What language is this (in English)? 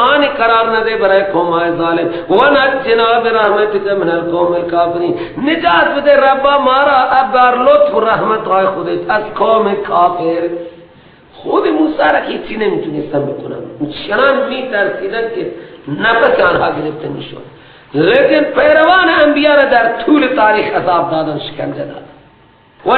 Persian